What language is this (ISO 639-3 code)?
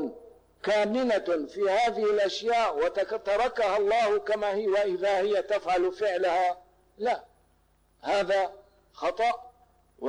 ara